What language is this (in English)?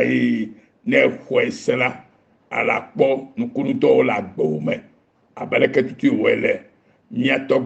Ewe